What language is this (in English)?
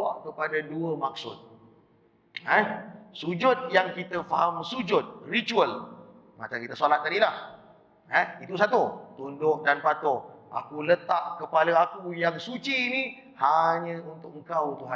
Malay